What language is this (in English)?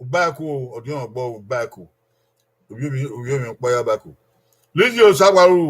Bini